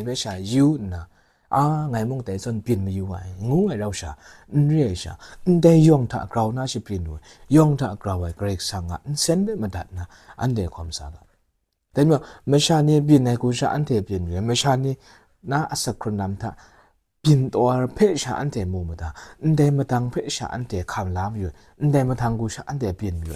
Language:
Kachin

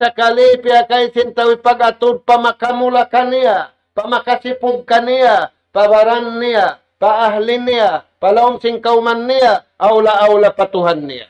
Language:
Tausug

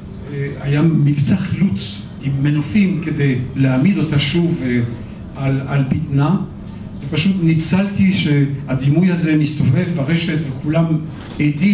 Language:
Hebrew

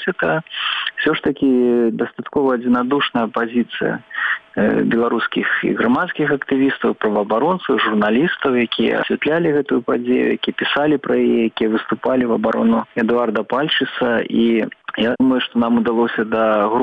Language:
Belarusian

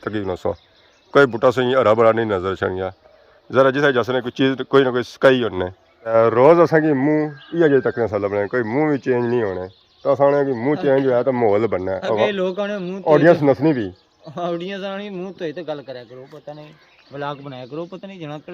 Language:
Pahari-Potwari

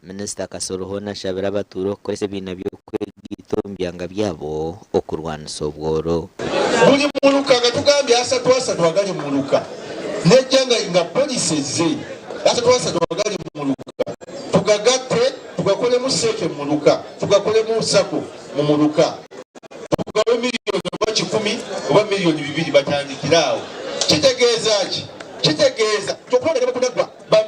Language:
Nyankole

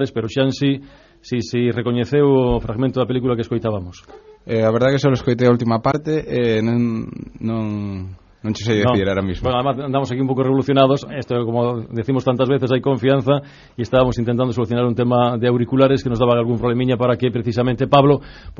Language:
Galician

